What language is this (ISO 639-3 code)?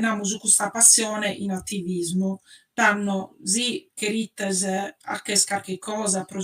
srd